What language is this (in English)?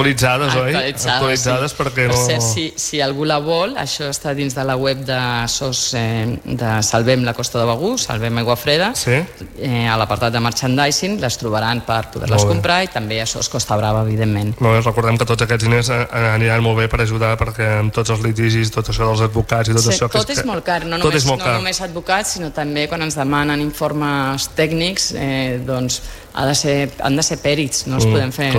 Catalan